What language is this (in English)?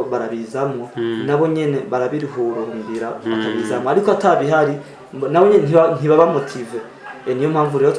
Rundi